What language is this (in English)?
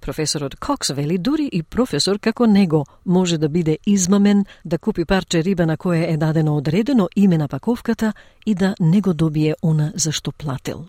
Macedonian